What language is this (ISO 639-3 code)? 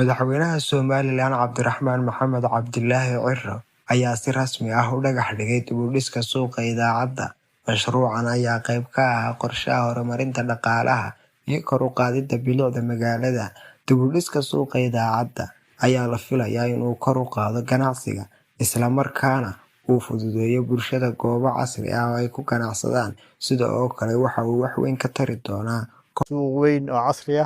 som